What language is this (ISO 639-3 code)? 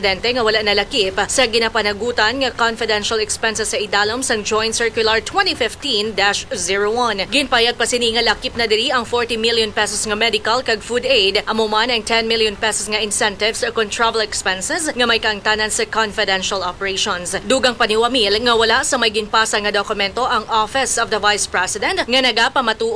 hil